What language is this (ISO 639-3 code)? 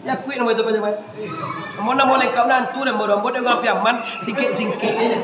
min